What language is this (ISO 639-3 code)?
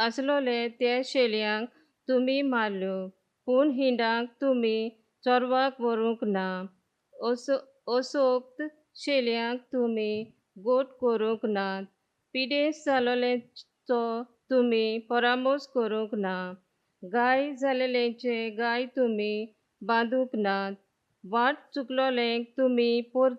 kok